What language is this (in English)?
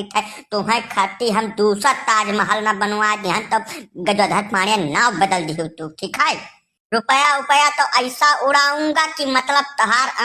Awadhi